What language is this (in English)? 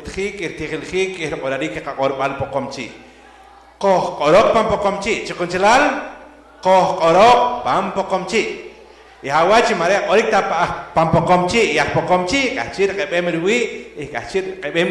Poqomchi'